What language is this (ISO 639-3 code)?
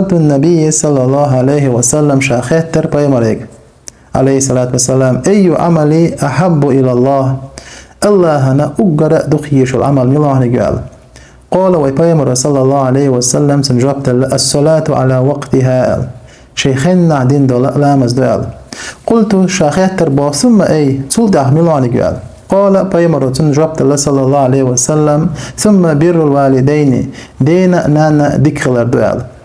che